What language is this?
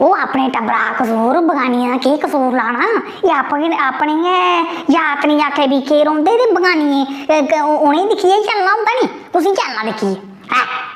Dogri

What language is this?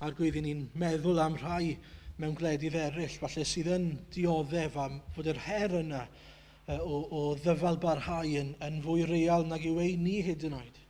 Welsh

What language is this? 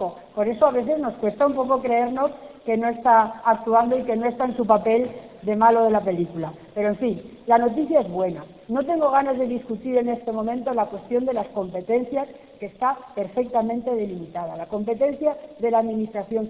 Spanish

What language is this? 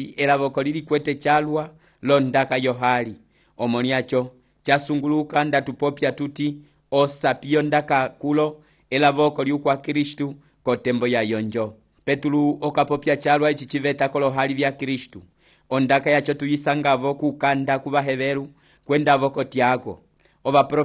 Umbundu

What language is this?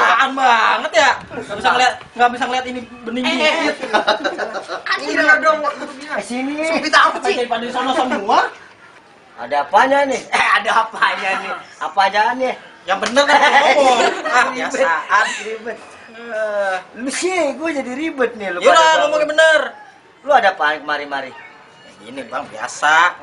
Betawi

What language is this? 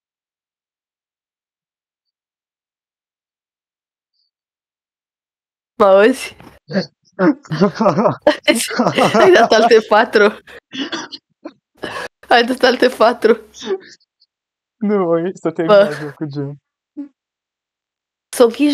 Romanian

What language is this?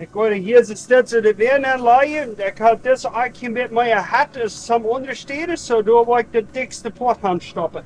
Plautdietsch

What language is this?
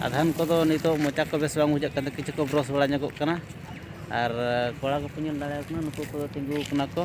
Santali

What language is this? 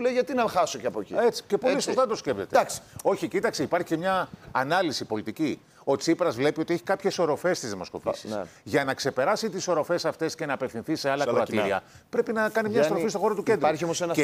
Greek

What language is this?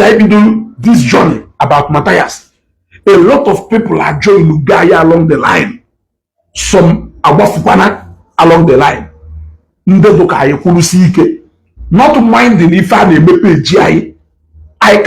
Igbo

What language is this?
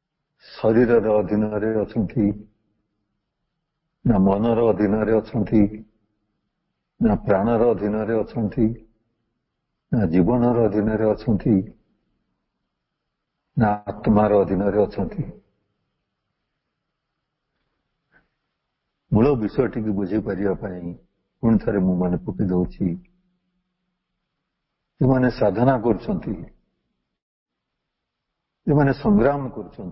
Odia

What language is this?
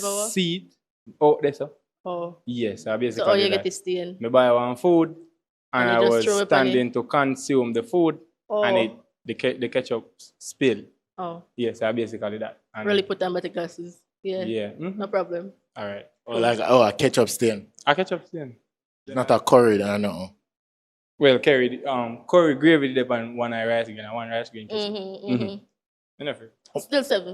Jamaican Creole English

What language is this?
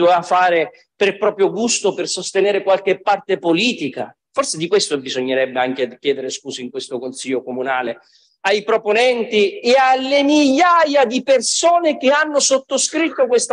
Italian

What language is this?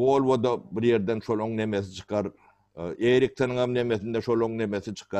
Turkmen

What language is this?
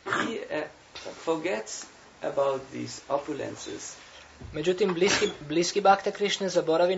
Croatian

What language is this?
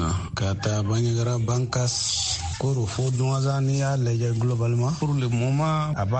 Bambara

